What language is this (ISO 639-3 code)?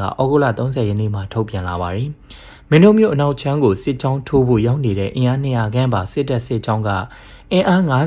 mya